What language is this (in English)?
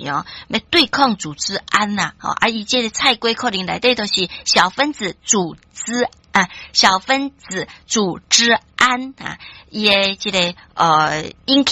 Min Nan Chinese